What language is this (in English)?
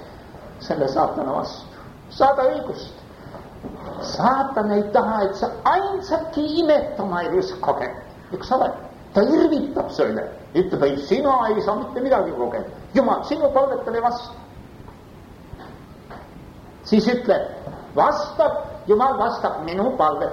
Estonian